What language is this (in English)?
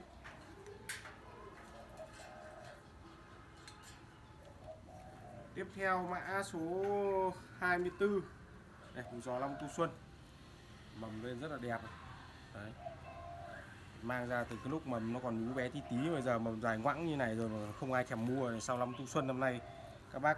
Vietnamese